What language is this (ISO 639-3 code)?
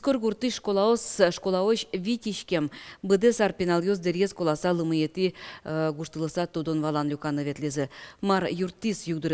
udm